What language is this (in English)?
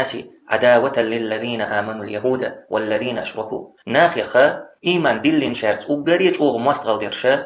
Chechen